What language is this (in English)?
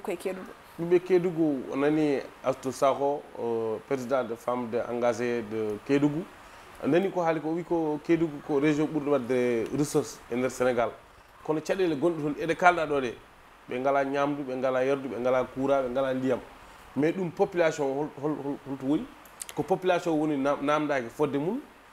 Fula